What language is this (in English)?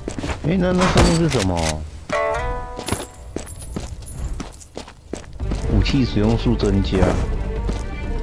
Chinese